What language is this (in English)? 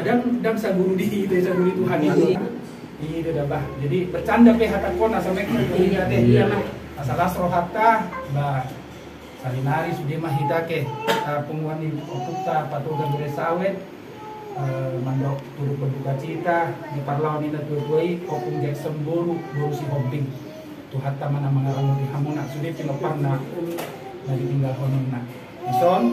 Batak Toba